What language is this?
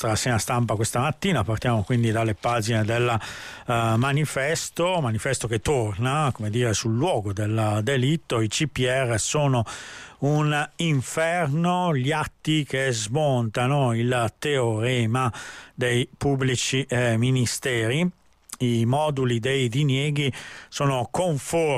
Italian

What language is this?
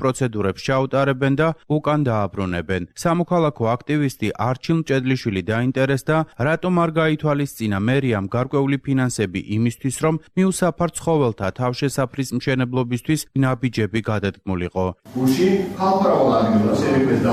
Georgian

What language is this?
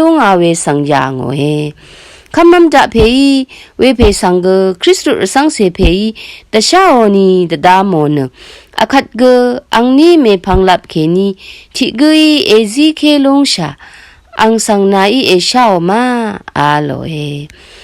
Rawang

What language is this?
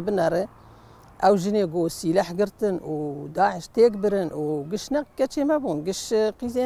Kurdish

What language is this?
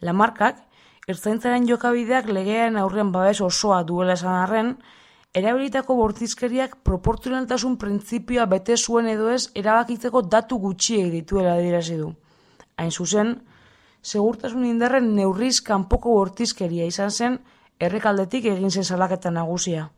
Basque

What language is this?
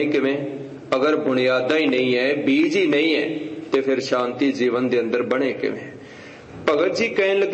Punjabi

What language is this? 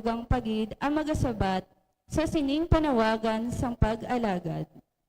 Hiligaynon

